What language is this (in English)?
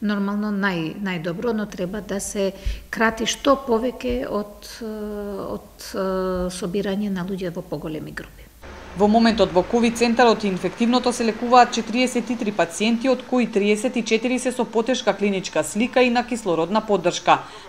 Macedonian